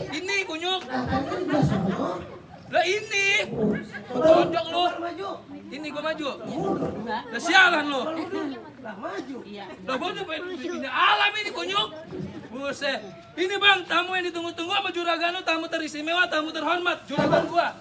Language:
Betawi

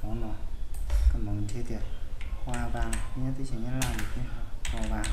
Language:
Hmong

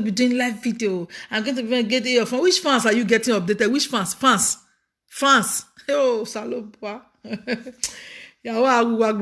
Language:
Nigerian Pidgin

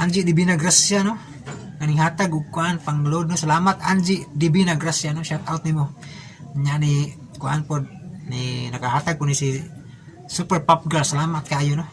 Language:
Cebuano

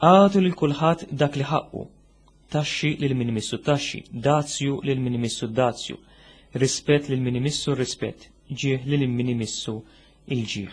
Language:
Maltese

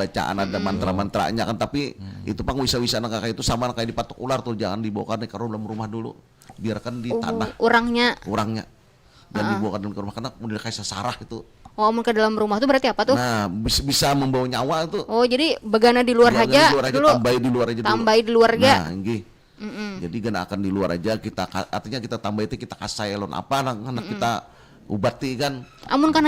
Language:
Banjar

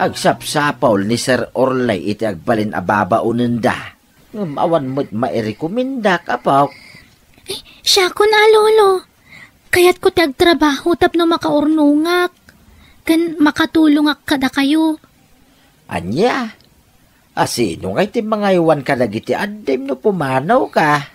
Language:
Iloko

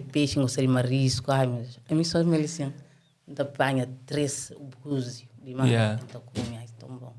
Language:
Kabuverdianu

